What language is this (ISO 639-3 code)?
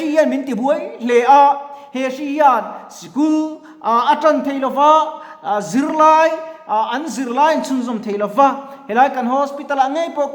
lus